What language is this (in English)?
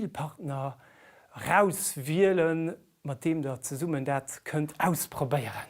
Luxembourgish